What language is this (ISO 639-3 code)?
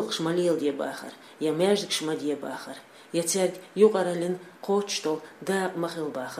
che